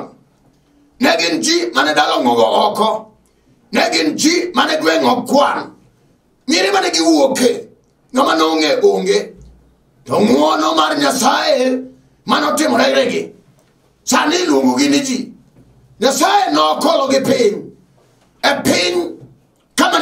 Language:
Luo (Kenya and Tanzania)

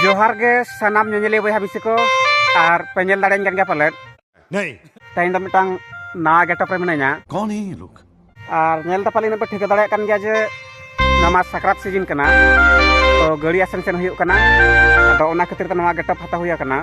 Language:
Santali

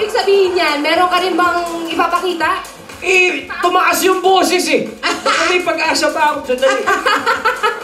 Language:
Filipino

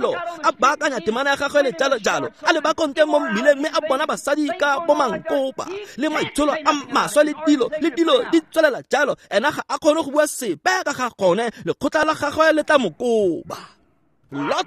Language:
Tswana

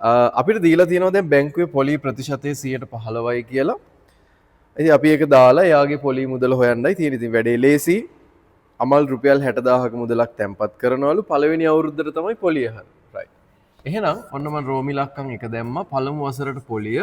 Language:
Sinhala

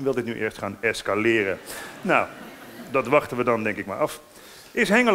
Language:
Dutch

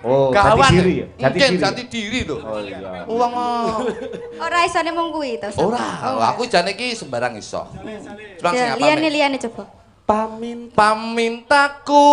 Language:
Javanese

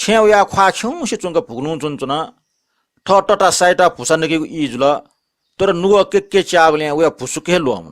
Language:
Newari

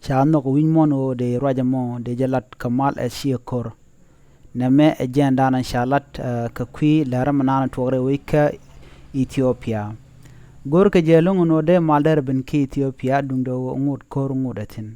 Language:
Nuer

